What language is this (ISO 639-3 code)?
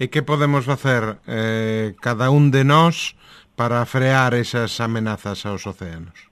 glg